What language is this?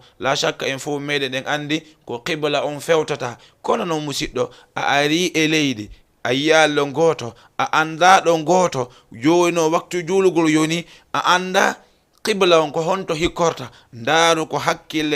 Fula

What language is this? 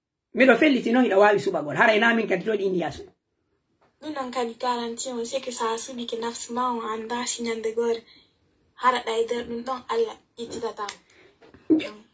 Pular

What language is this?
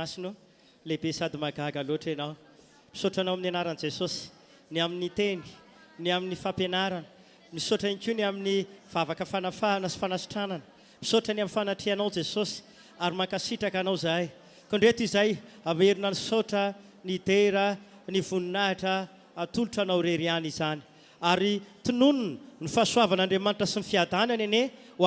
Malagasy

